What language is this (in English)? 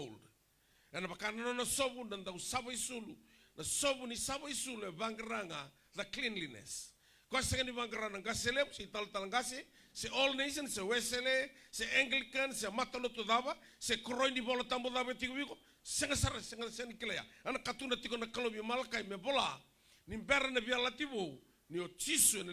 Fijian